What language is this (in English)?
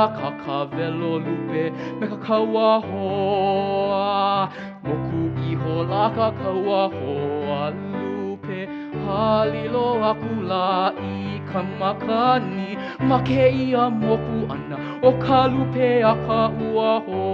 Hawaiian